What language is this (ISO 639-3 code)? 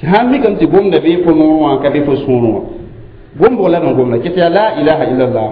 mos